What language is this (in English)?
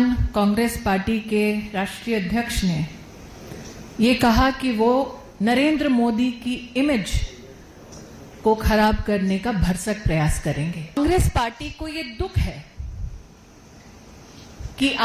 Hindi